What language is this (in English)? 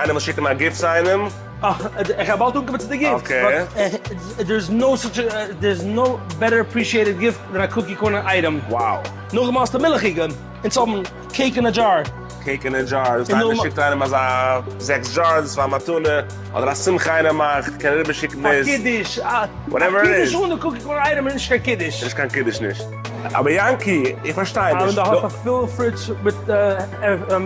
Yiddish